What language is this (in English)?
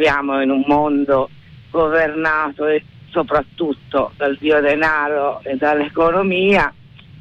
Italian